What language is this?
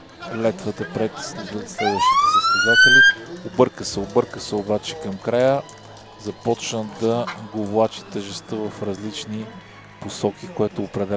Bulgarian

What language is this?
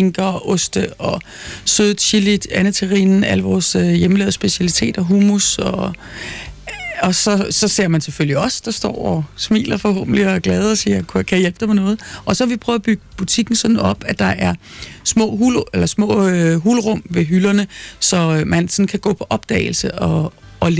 Danish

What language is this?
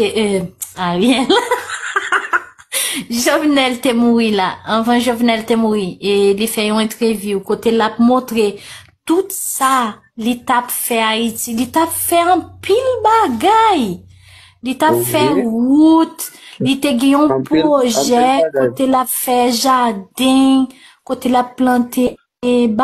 Haitian Creole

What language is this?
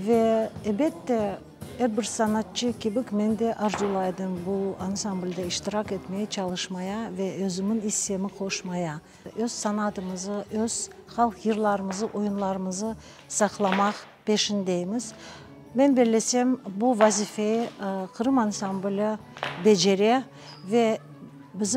Crimean Tatar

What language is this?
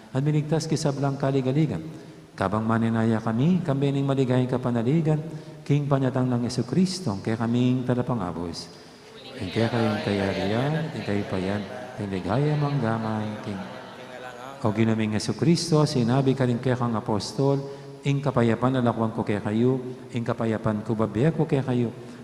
Pampanga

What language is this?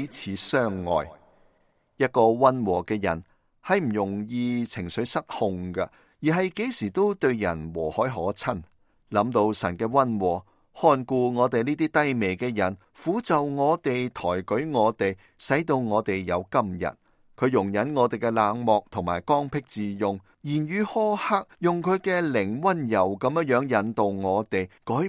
Cantonese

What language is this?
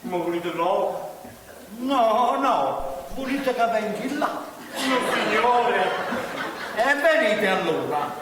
Neapolitan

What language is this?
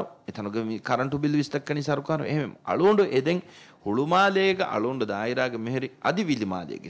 Divehi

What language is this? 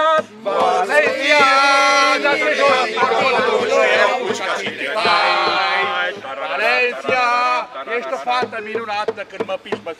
Romanian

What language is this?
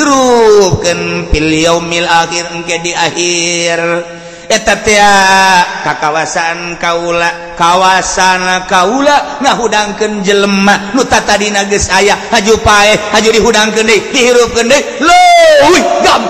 Sundanese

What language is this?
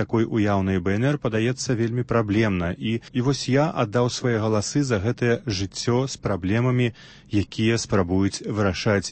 Belarusian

